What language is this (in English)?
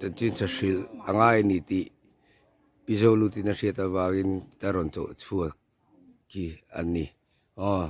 Mizo